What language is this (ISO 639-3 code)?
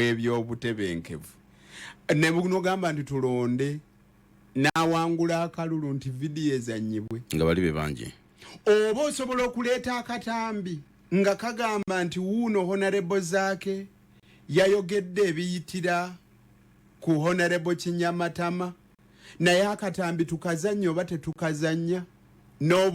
lug